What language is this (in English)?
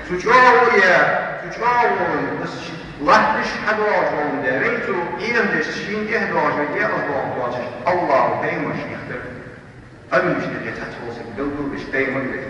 Ingush